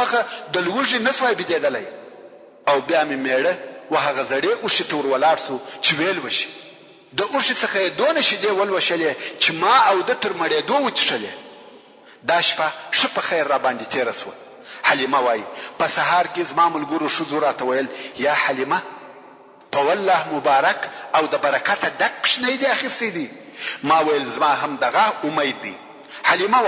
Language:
Pashto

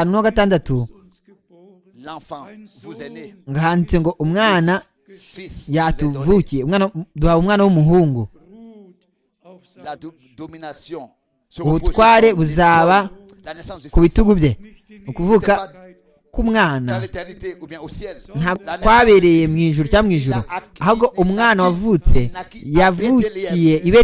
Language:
Kinyarwanda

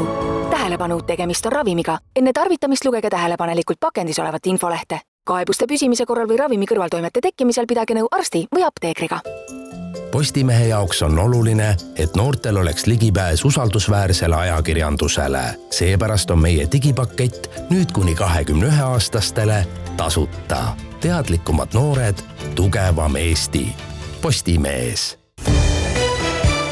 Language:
Estonian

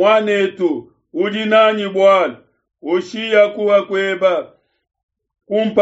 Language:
Luba-Lulua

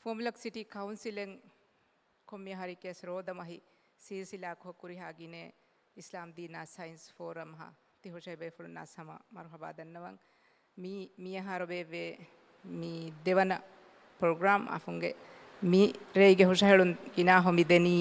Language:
Divehi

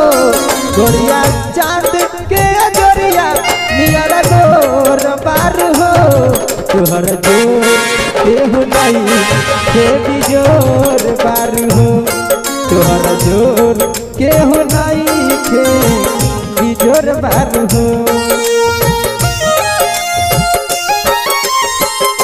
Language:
Bhojpuri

